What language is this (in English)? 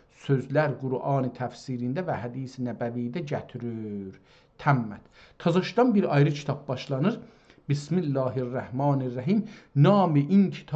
South Azerbaijani